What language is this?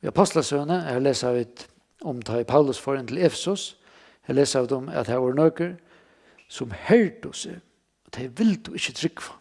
Faroese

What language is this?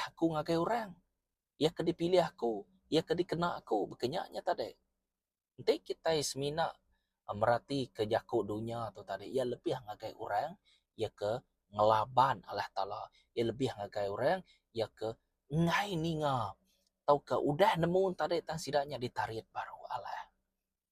Iban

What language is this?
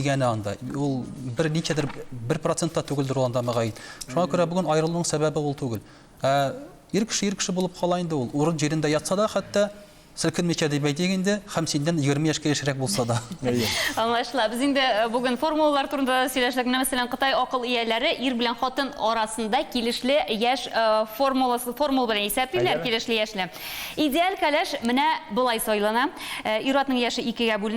Tatar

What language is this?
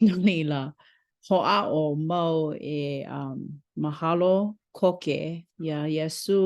Hawaiian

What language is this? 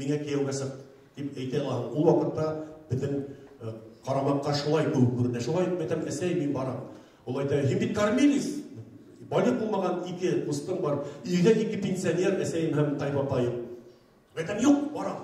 Bashkir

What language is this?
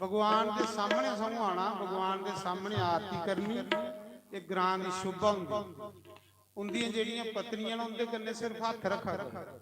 Dogri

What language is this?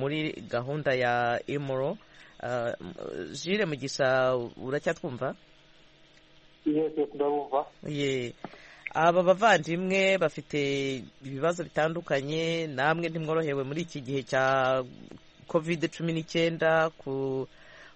Kinyarwanda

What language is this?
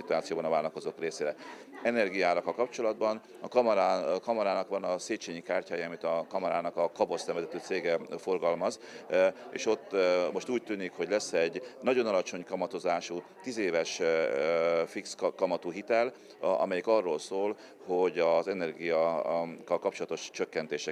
Hungarian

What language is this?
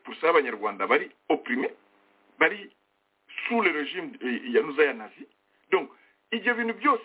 Kinyarwanda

